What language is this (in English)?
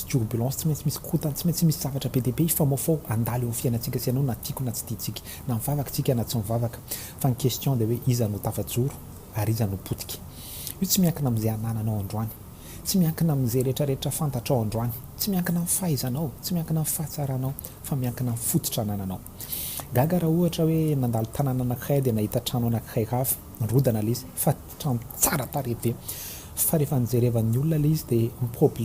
Malagasy